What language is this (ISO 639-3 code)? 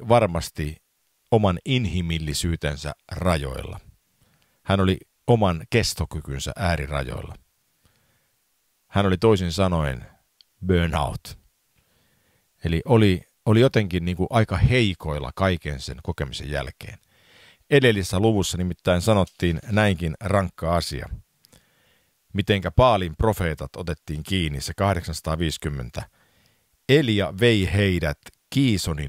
fin